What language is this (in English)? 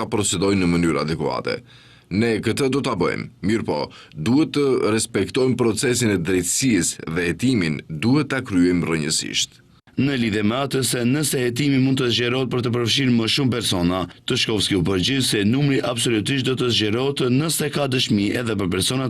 Albanian